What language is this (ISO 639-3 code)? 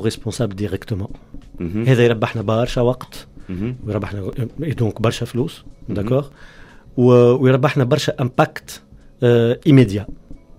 aeb